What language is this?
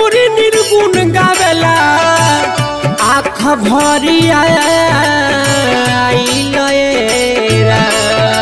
Bhojpuri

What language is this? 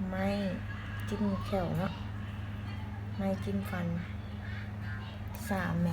Lao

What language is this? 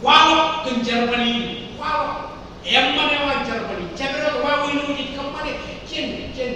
Marshallese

